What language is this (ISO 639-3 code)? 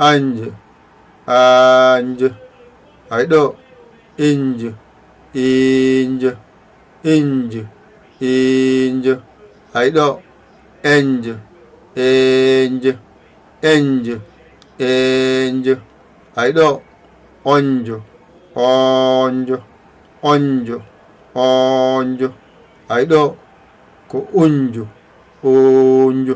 ful